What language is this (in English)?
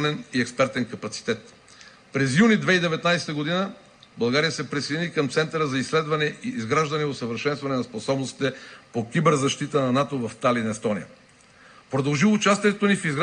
Bulgarian